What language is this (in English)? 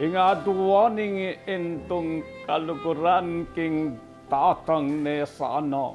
Pampanga